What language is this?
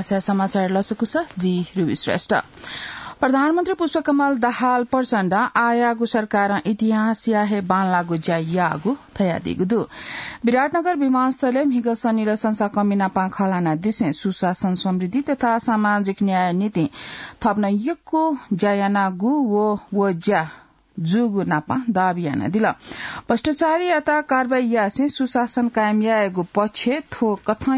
Newari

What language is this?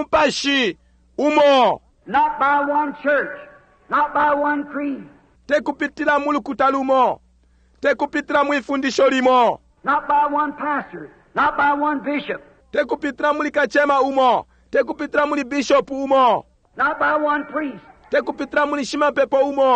Bemba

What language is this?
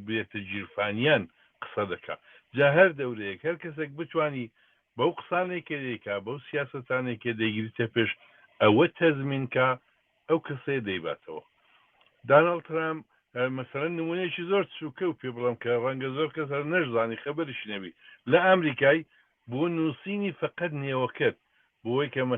Central Kurdish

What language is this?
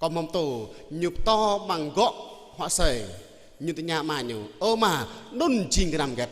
Jarai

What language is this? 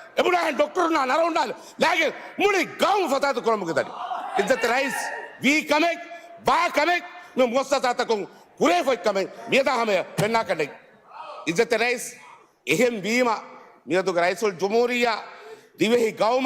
Divehi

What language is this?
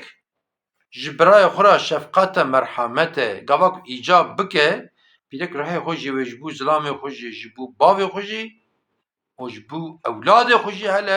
Kurdish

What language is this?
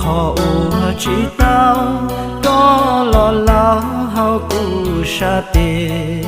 Hmong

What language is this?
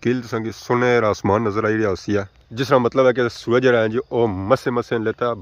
Pahari-Potwari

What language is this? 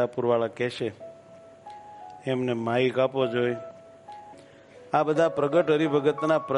Gujarati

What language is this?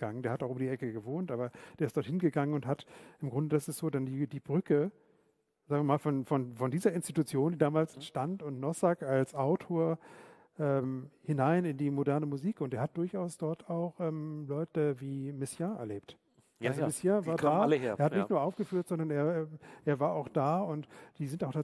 German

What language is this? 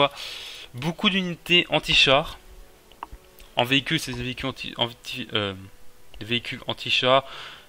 French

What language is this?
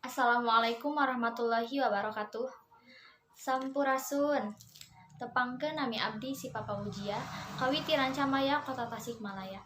Sundanese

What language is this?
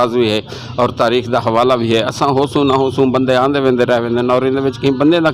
Saraiki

